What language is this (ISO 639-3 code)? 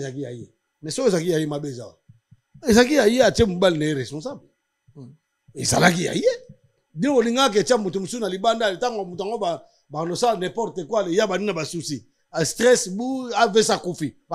lin